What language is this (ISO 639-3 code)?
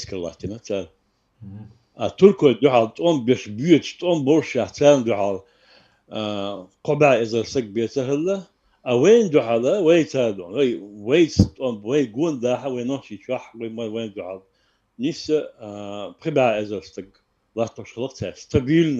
che